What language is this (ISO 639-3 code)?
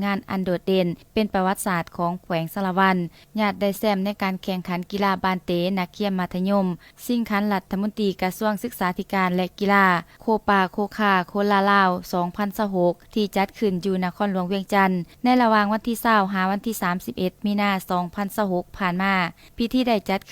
lao